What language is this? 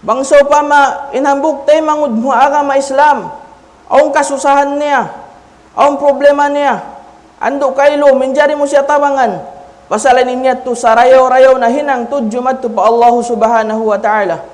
Tausug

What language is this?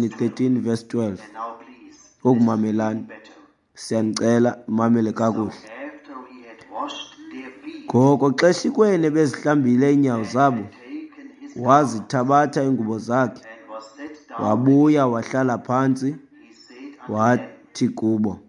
Xhosa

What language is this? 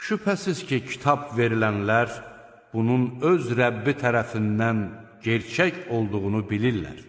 Azerbaijani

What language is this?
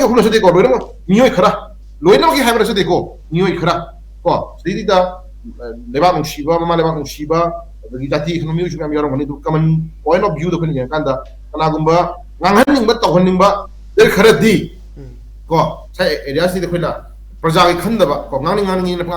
Manipuri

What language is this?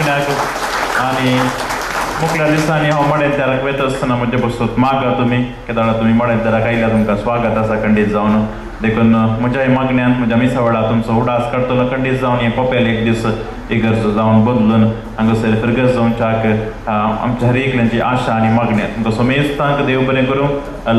Konkani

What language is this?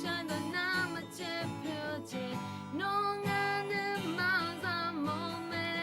Akha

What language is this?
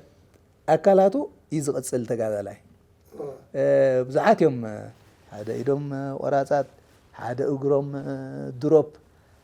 Tigrinya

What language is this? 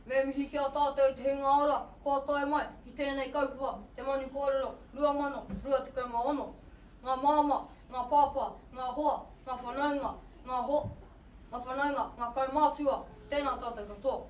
Māori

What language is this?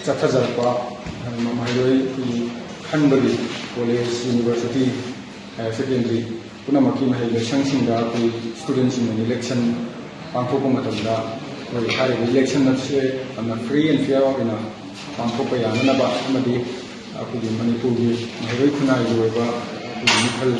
Manipuri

